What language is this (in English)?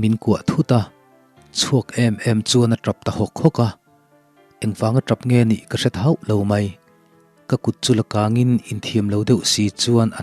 Mizo